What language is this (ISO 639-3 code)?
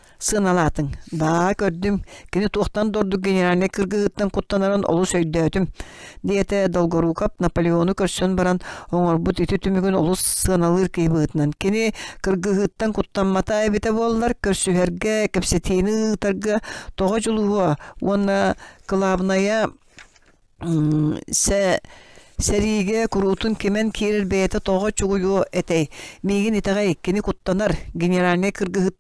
sah